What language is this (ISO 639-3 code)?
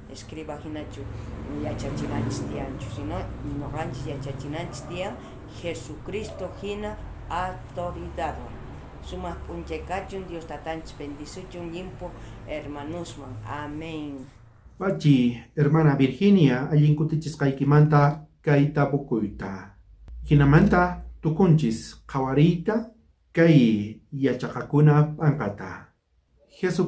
quh